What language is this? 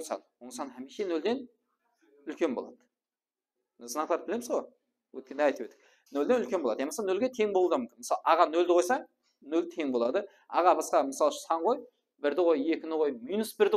Kara-Kalpak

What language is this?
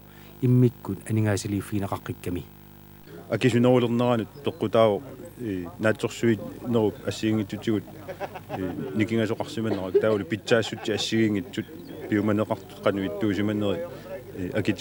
Kalaallisut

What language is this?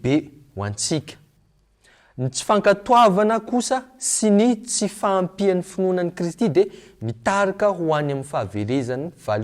Malagasy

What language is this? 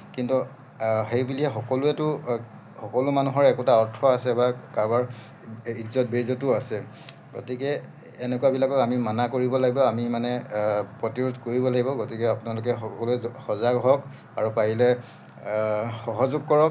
Assamese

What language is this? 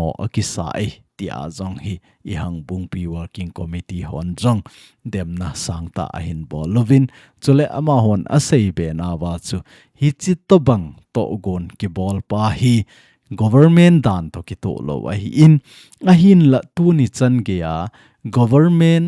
Thado Chin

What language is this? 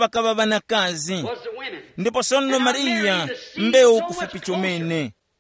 Tumbuka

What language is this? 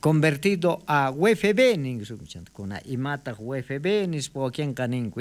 South Bolivian Quechua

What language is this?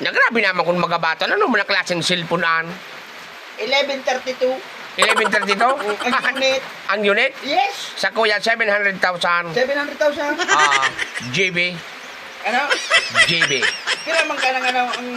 Bikol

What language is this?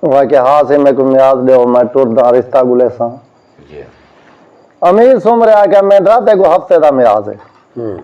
Saraiki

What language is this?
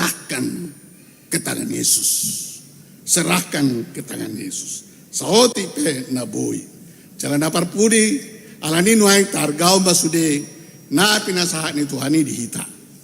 Batak Toba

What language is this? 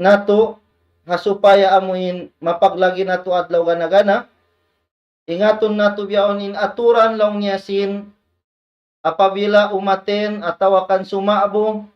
Tausug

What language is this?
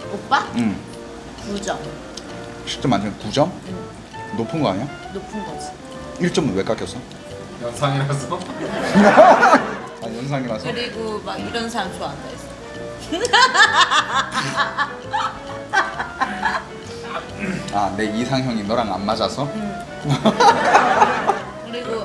Korean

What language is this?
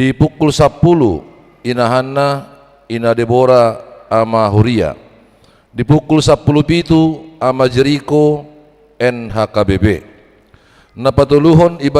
Batak Toba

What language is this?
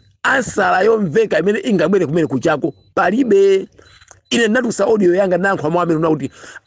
Nyanja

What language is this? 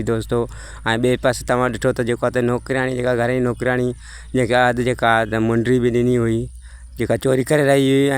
Sindhi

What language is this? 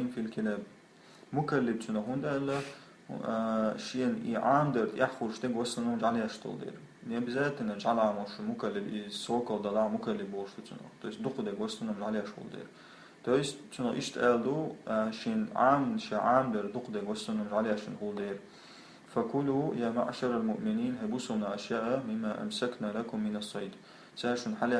Chechen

